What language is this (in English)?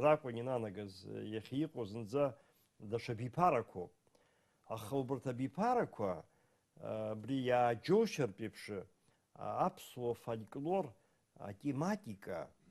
Abkhazian